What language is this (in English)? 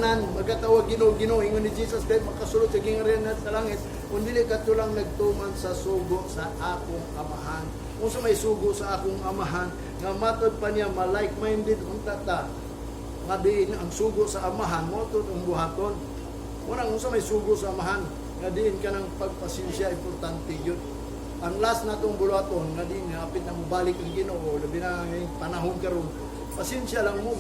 Cebuano